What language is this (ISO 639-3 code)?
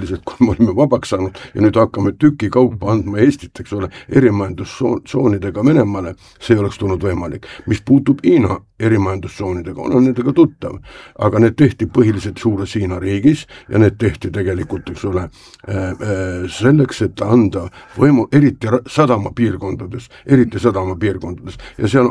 est